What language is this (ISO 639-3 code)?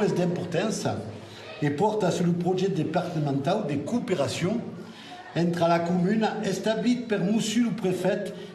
oci